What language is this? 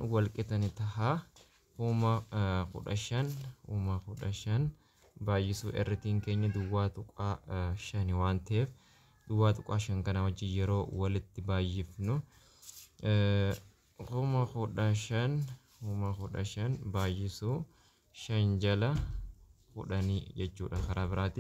Oromo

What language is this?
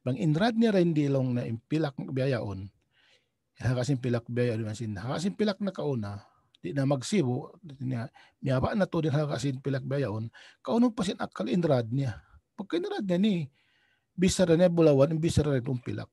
Tausug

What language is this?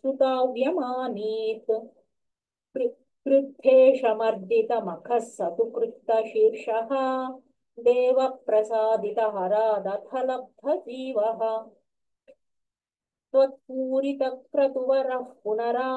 Sanskrit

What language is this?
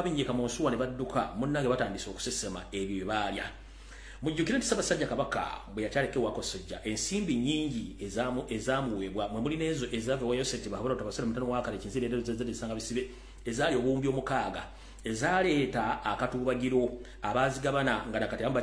Ganda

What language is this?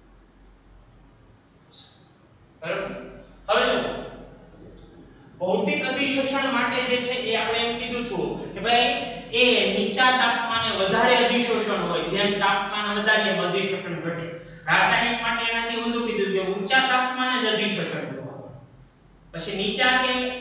Gujarati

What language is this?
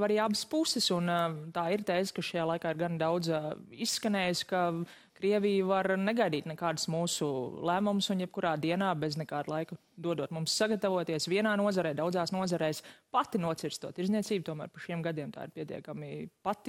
Latvian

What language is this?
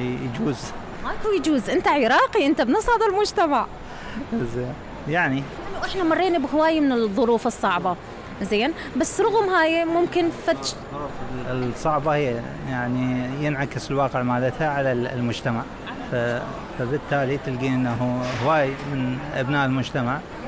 Mesopotamian Arabic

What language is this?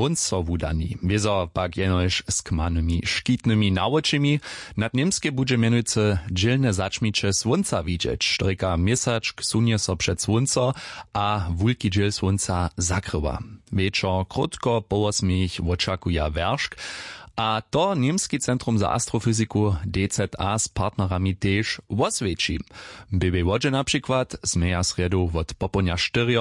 Upper Sorbian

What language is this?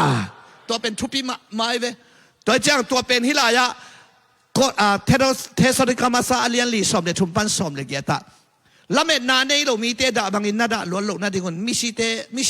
Tedim Chin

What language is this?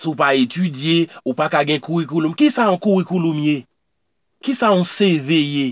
Haitian Creole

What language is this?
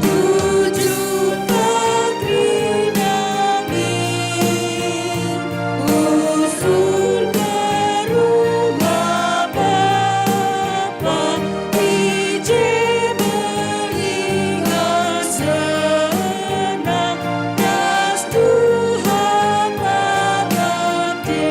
Batak Karo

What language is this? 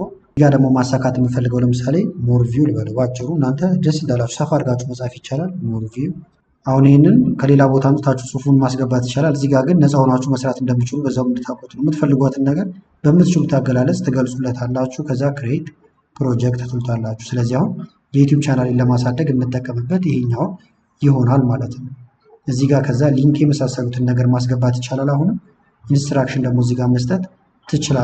Amharic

